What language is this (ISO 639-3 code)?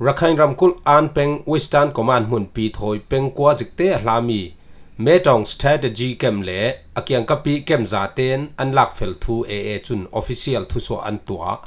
cfm